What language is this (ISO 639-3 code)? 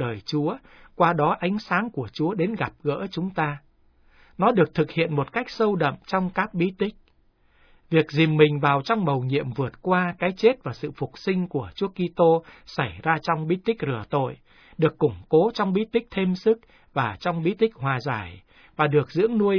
vie